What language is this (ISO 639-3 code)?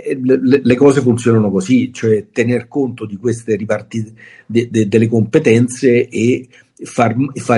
ita